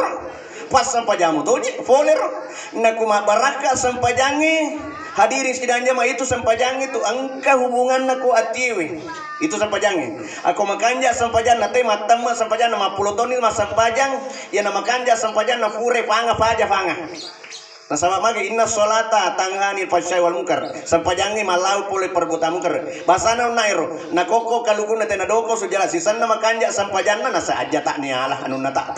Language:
Buginese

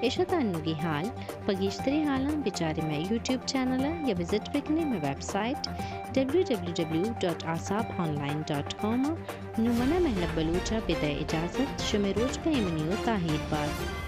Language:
Baluchi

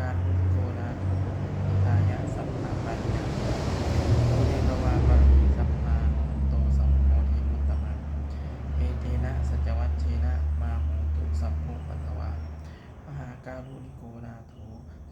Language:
Pali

